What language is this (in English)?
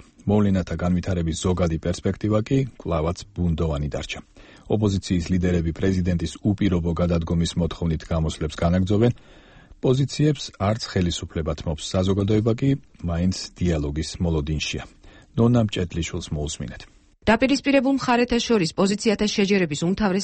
Georgian